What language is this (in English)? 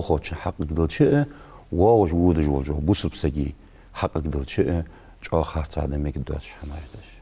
Ingush